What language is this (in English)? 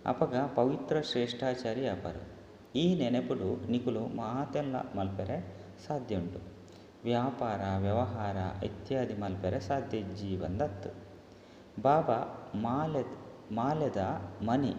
Tulu